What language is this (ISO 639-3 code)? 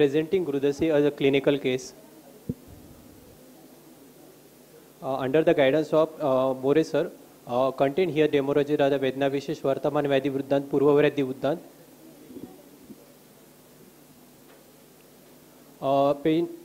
eng